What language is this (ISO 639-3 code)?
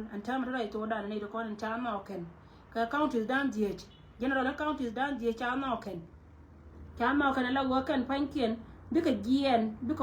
nus